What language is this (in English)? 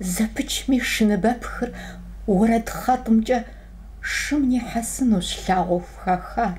Kabardian